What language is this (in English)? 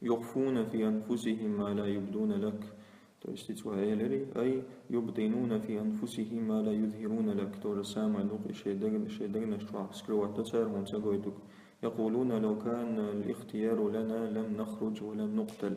Chechen